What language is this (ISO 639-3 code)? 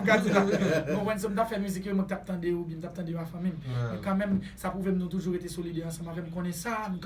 hat